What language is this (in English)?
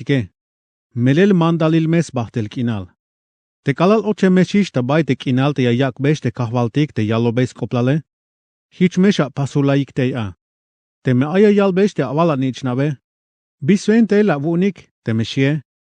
Tzeltal